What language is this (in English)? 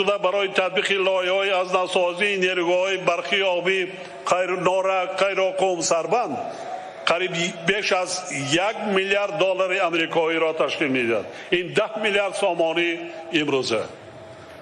Tajik